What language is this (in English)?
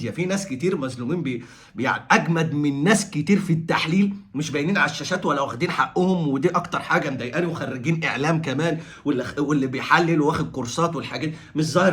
Egyptian Arabic